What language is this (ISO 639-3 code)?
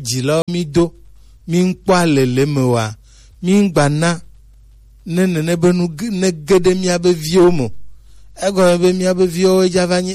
gej